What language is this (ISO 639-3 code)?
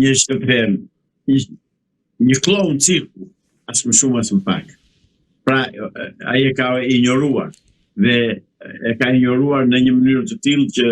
sqi